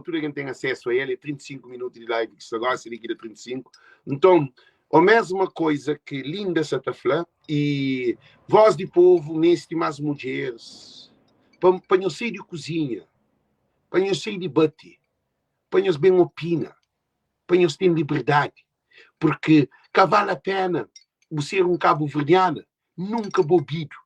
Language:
Kabuverdianu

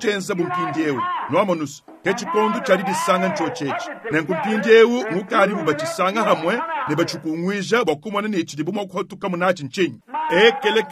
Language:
Luba-Lulua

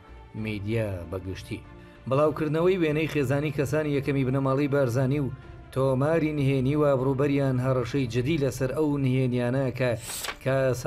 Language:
Central Kurdish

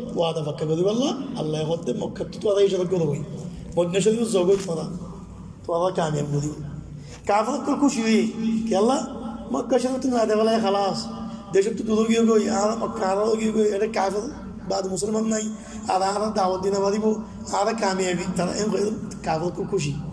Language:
Rohingya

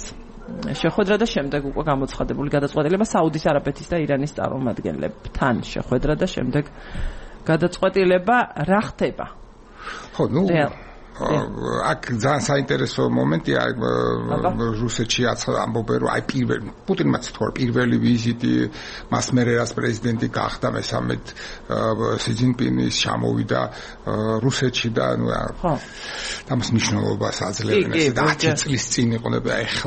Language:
Georgian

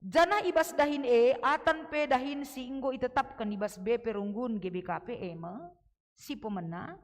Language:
Batak Karo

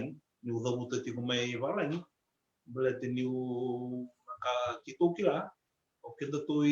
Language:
Fijian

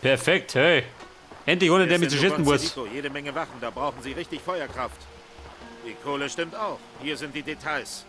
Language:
Bavarian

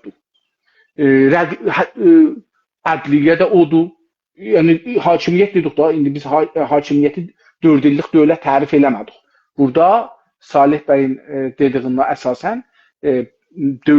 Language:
South Azerbaijani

